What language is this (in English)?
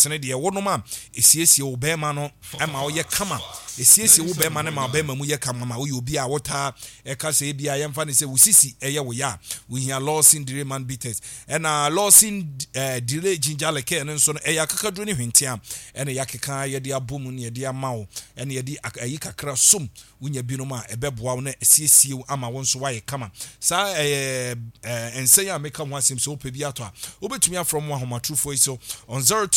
Akan